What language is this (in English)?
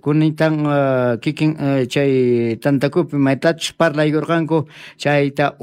South Bolivian Quechua